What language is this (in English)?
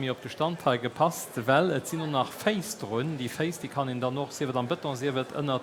Luxembourgish